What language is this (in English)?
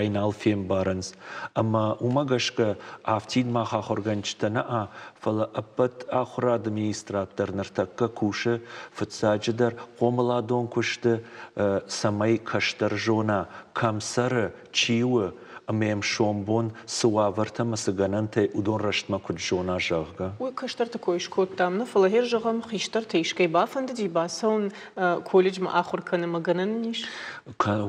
Ossetic